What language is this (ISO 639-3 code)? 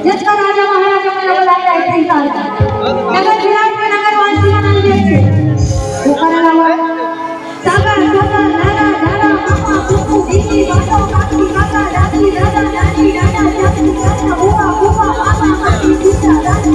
hne